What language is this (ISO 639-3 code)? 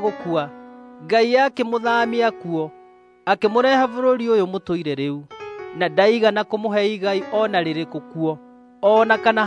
kik